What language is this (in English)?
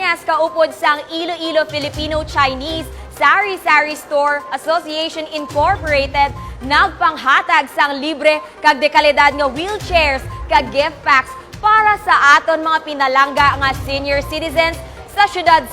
Hiligaynon